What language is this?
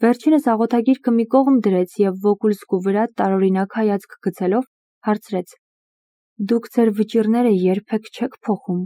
Armenian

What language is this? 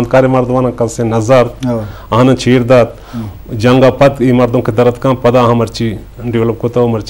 Eastern Balochi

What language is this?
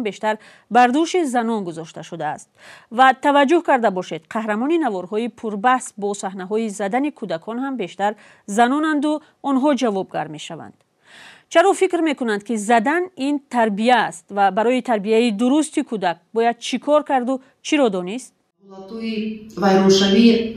Tajik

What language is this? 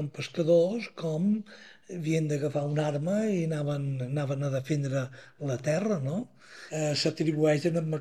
Catalan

